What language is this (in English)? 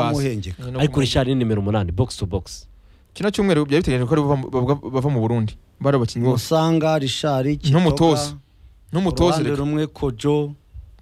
Kinyarwanda